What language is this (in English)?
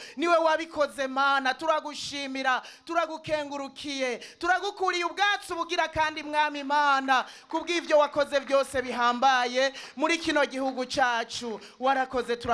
Rundi